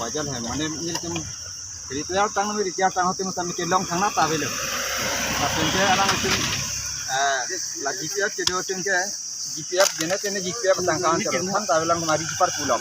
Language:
Karbi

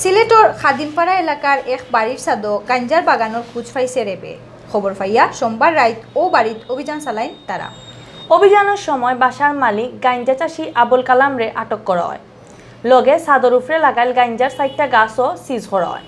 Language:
Sylheti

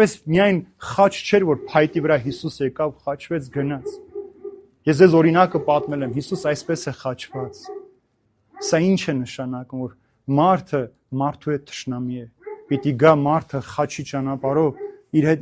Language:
Armenian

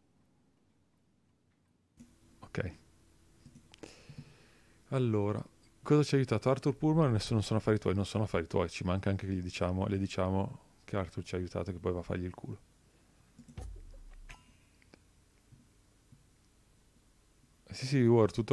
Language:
Italian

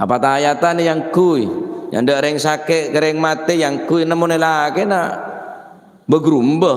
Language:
Madurese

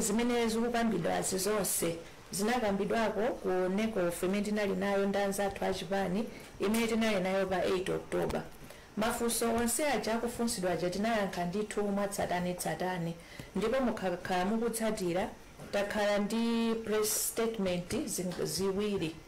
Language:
Nyanja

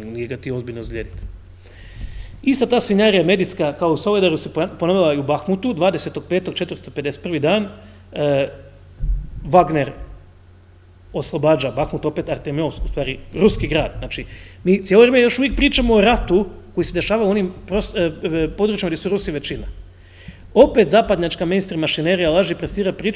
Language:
Croatian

